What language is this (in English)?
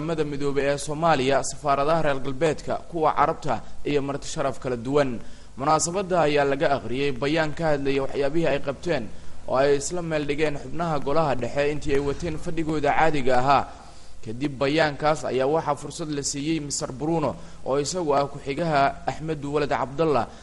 Somali